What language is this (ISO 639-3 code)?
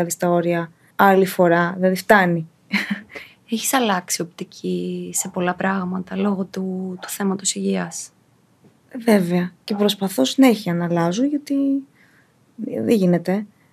ell